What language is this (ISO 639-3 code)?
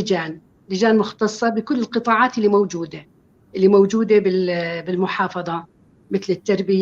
apc